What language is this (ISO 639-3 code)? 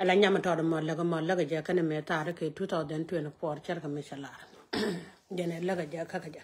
nus